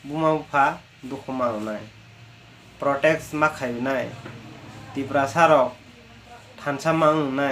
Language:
Kok Borok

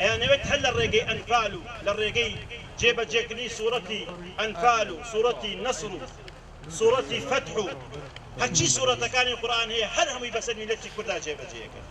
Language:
Central Kurdish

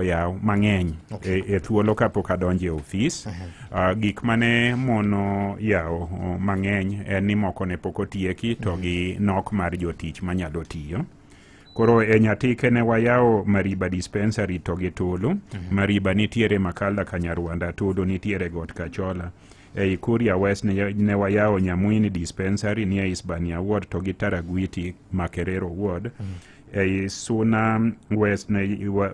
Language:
Luo (Kenya and Tanzania)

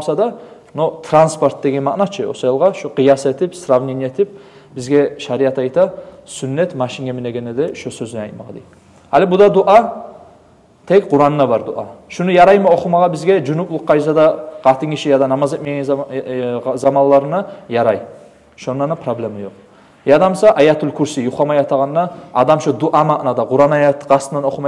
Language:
Kumyk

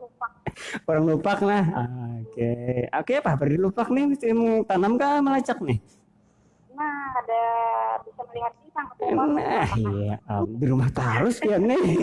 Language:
Banjar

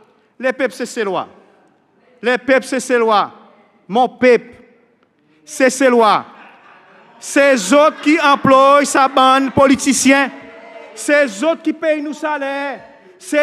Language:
Seselwa Creole French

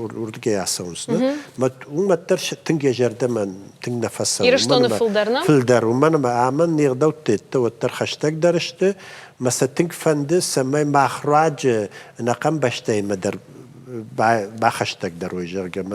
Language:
Ossetic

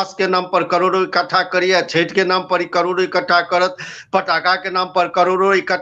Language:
Maithili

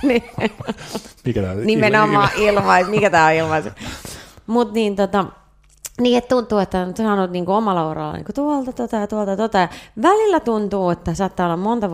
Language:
Finnish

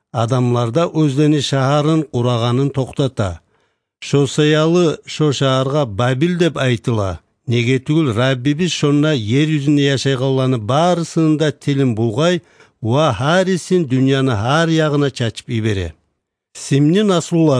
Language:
Kyrgyz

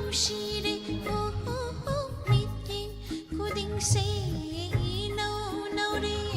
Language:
Manipuri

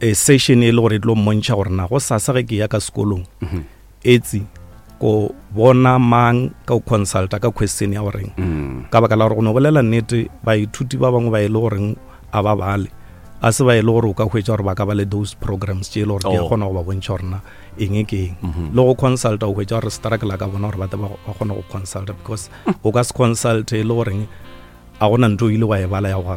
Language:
Northern Sotho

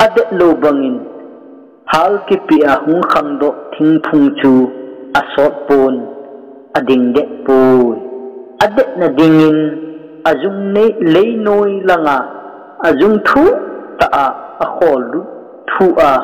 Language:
Thado Chin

